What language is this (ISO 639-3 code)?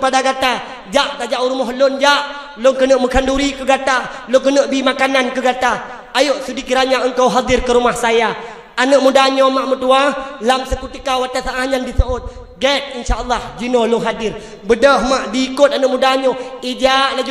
ace